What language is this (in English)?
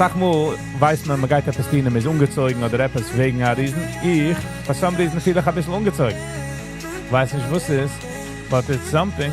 Yiddish